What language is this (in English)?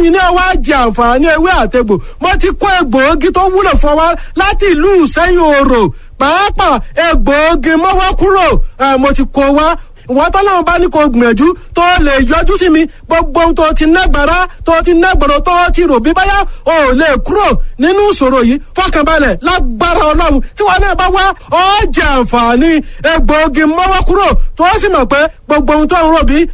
Yoruba